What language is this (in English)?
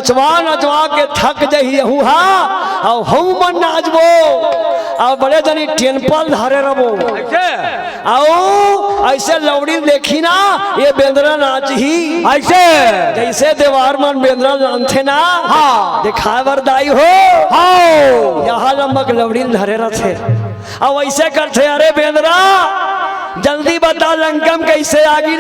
Chhattisgarhi